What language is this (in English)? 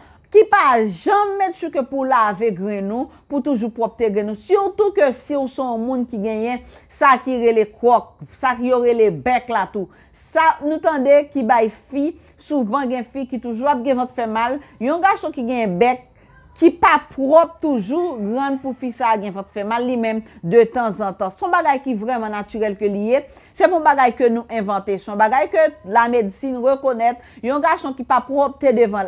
Haitian Creole